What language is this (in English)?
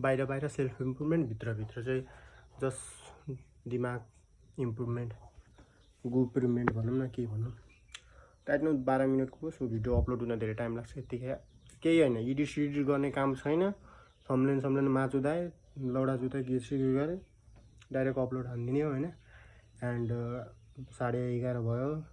Nepali